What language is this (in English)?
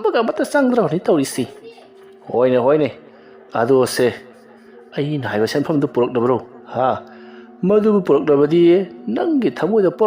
Manipuri